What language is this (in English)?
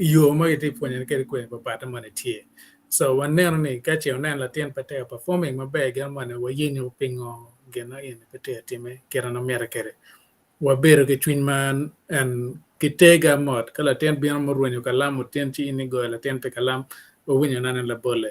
Acoli